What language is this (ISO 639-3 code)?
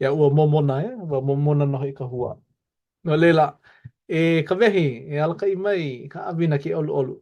haw